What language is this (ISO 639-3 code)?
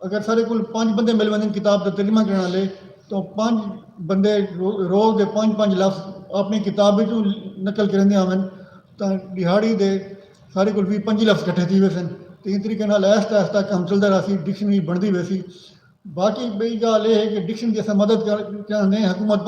skr